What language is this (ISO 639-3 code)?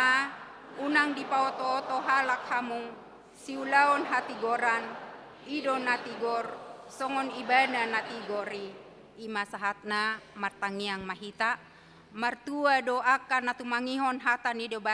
bbc